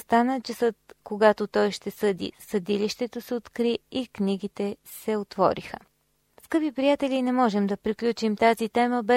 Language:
Bulgarian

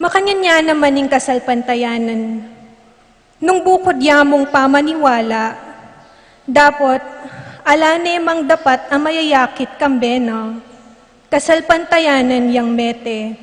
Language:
Pampanga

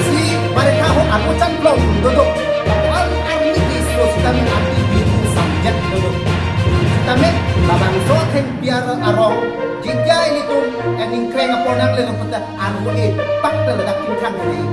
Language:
Karbi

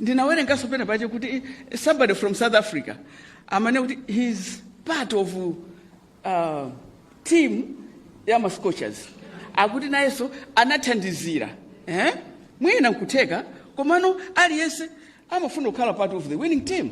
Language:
Nyanja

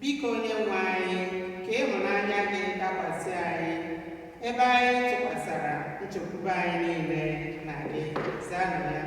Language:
Igbo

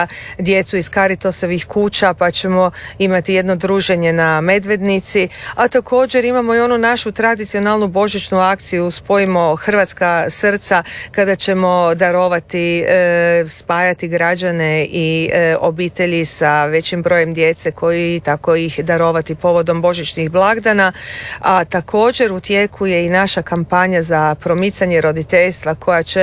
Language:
Croatian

